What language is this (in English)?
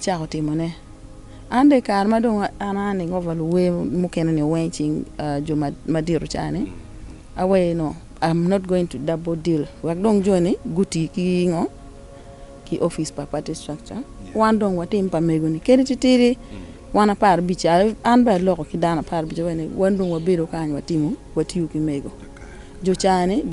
Acoli